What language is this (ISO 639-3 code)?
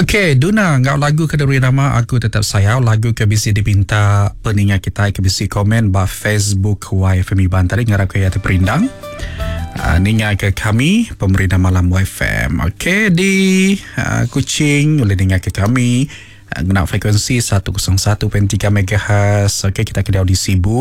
iba